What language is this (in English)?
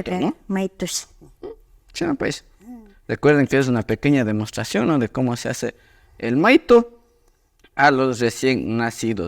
Imbabura Highland Quichua